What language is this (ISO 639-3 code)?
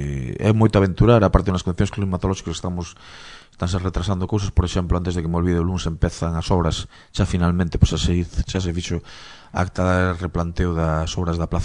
glg